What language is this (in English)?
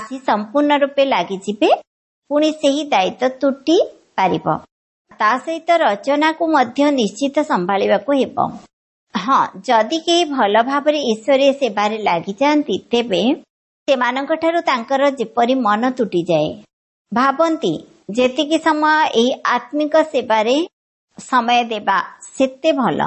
Odia